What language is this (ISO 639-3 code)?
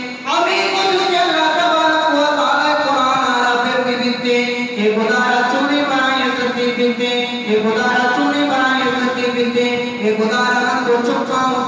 bgp